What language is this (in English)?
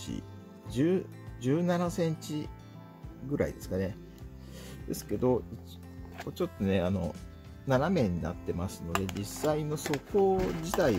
Japanese